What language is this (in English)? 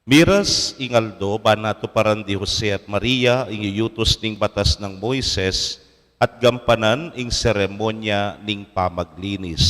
Pampanga